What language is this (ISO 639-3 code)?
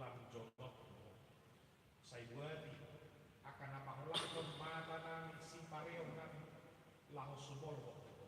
bbc